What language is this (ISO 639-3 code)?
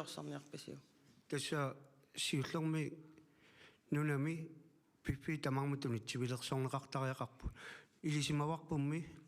kal